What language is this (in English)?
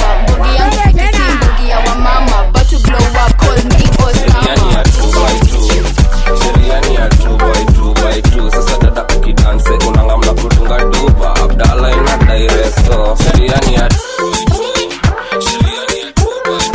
Swahili